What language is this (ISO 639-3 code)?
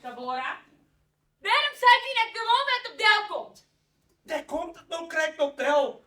fry